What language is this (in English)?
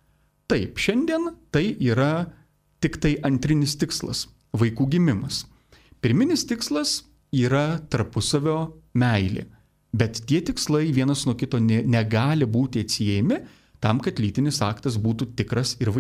Lithuanian